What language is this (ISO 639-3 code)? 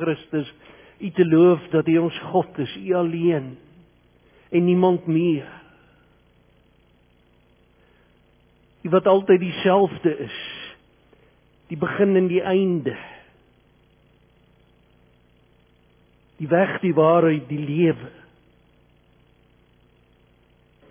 afr